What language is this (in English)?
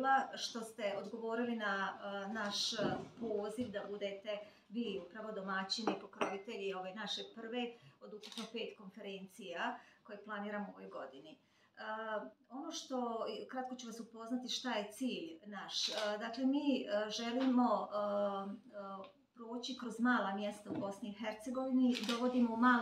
Bosnian